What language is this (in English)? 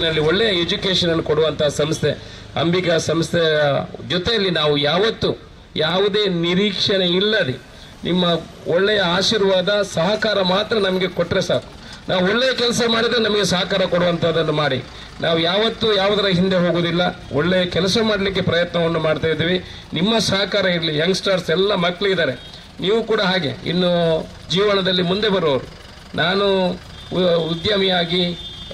Kannada